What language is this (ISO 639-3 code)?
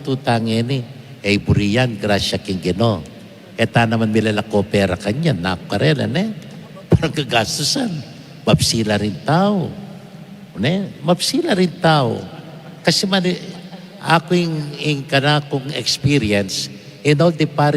pam